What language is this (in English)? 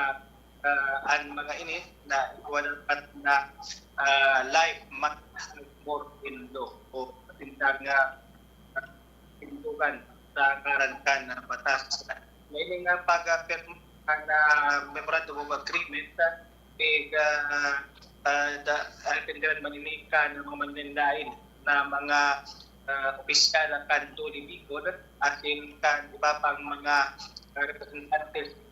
Bikol